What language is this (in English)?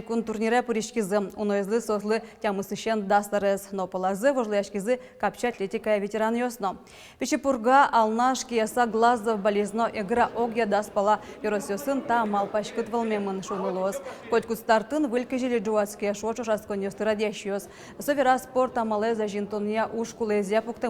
Udmurt